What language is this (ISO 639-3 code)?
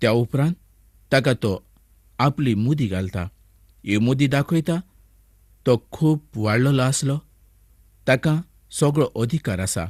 kok